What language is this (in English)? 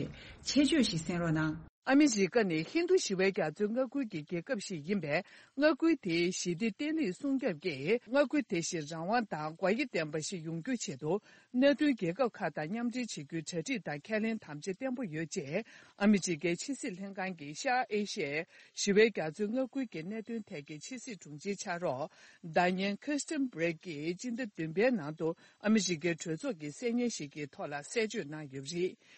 Tibetan